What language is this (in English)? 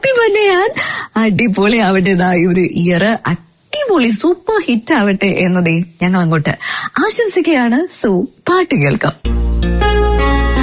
Malayalam